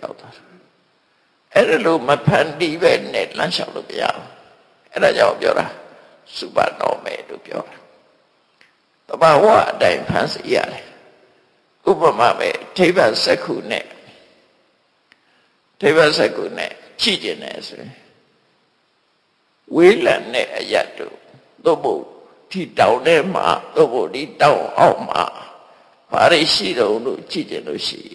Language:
Burmese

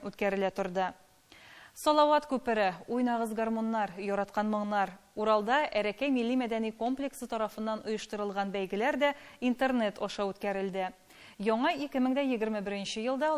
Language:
Tatar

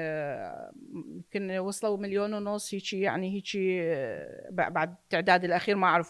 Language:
Mesopotamian Arabic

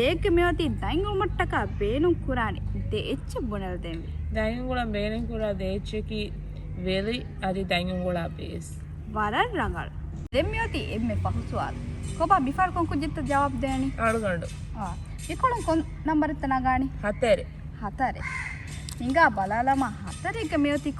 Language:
Divehi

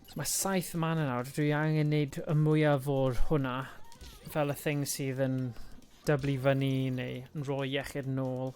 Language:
Welsh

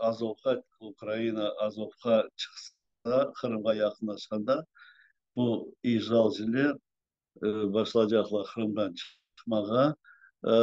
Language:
Crimean Tatar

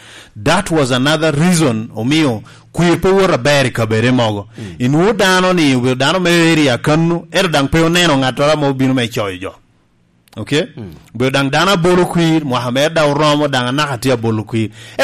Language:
Lango (Uganda)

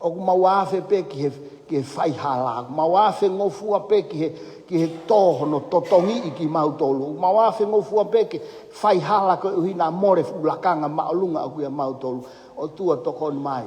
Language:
Tongan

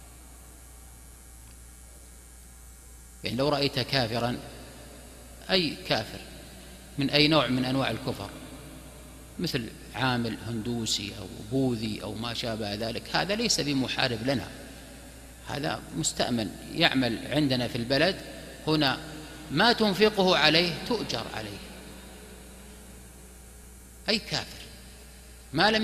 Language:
Arabic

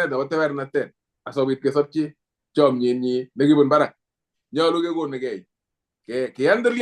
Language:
Kalenjin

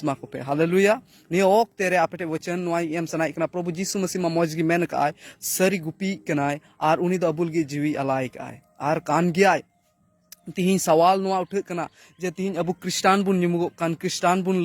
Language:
Santali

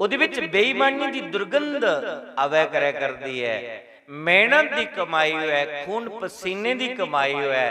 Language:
Dogri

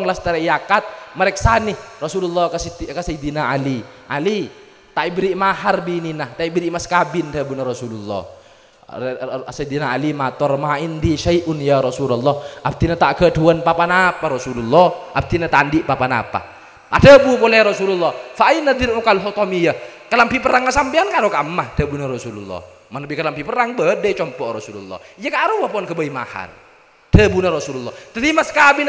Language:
Madurese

